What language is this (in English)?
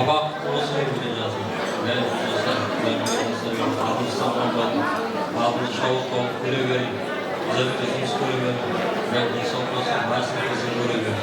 Kara-Kalpak